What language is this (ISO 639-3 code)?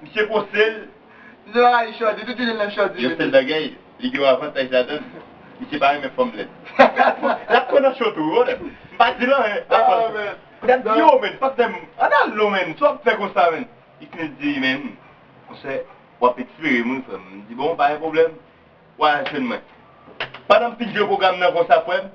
hat